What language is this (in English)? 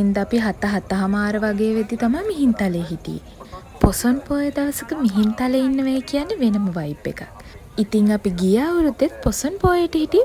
Sinhala